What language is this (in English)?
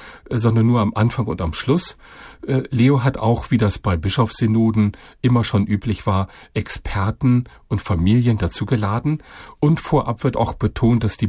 German